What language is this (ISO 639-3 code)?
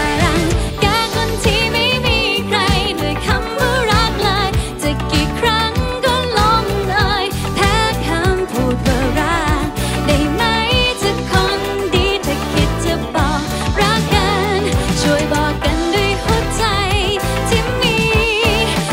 tha